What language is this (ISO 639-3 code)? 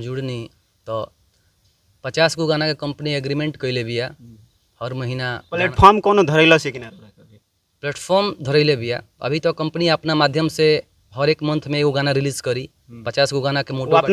bho